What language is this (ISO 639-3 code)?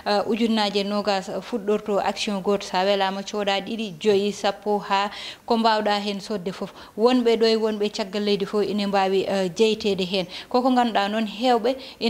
ful